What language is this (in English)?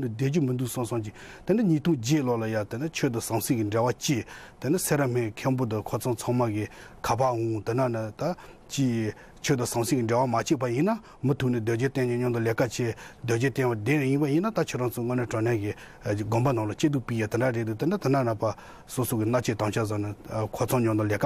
Tibetan